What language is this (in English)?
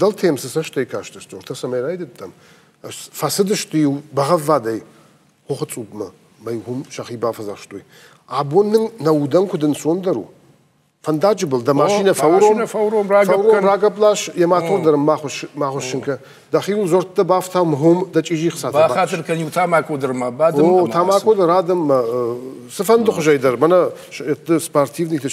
Ossetic